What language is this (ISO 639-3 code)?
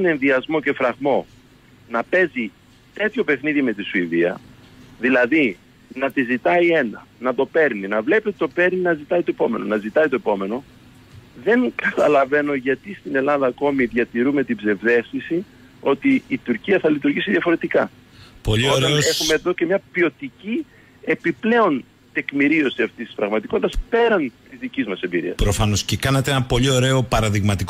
ell